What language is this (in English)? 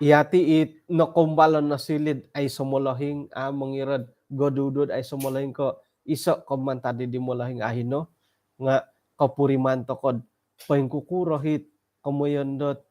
Central Dusun